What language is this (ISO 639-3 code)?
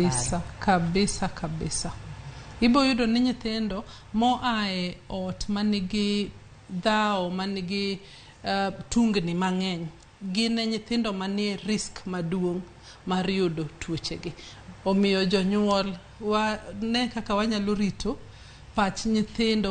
luo